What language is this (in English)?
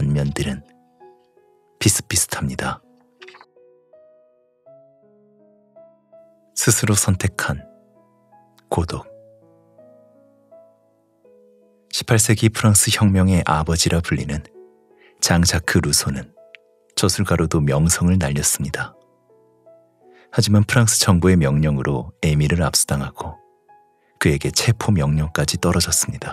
Korean